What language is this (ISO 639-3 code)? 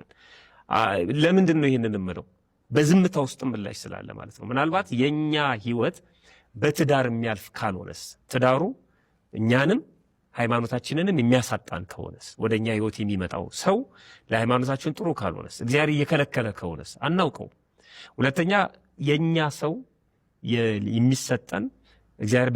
amh